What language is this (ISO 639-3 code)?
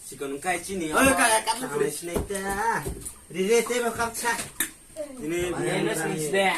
trp